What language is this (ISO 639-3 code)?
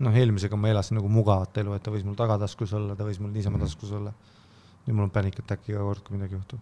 est